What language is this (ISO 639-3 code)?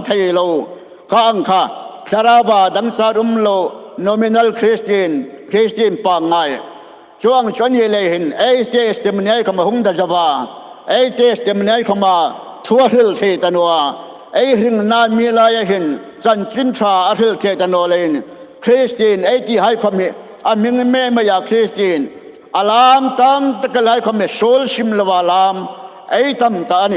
hmr